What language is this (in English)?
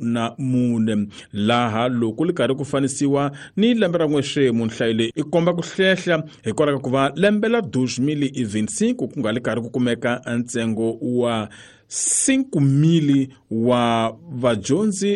Tsonga